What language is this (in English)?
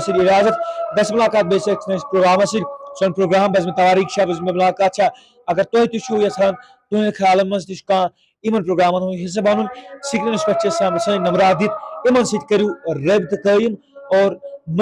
Kashmiri